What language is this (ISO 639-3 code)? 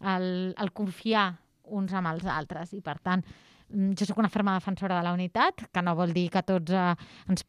cat